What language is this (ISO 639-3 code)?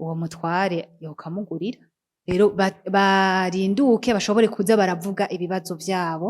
run